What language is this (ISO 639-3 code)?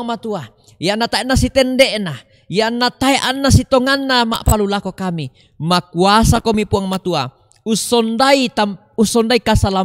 sda